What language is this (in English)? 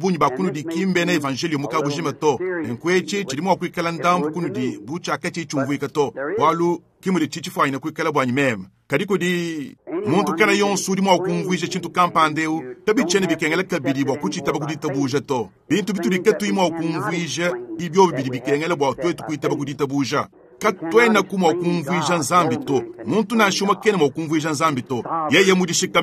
Luba-Lulua